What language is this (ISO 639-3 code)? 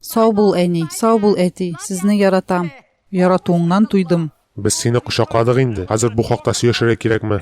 tat